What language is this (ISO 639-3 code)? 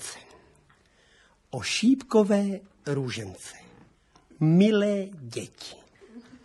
ces